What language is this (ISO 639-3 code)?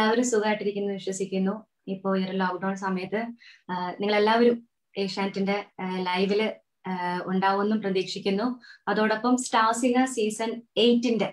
mal